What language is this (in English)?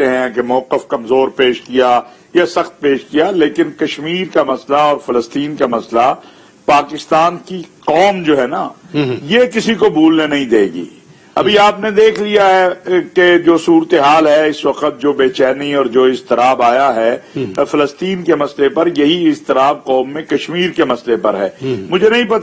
Urdu